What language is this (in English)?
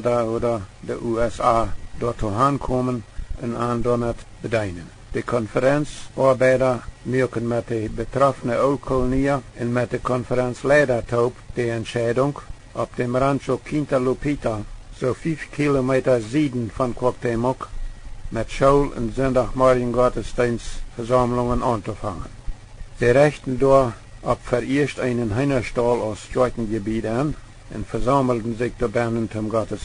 Plautdietsch